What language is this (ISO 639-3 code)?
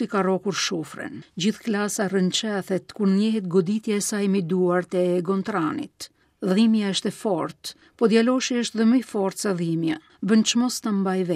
sqi